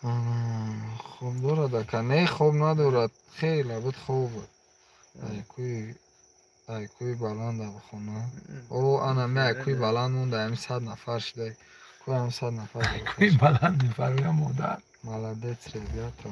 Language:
Tajik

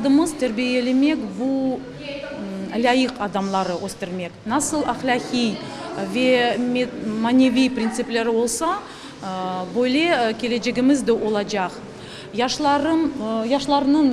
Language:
Crimean Tatar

